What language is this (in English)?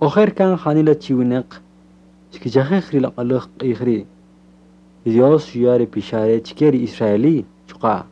Kaqchikel